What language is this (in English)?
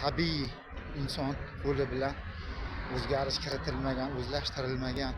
Uzbek